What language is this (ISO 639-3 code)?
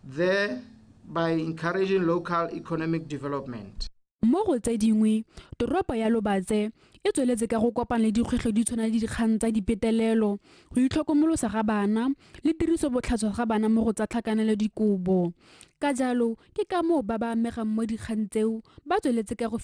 tsn